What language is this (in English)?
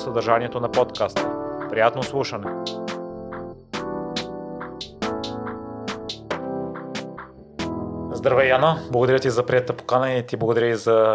Bulgarian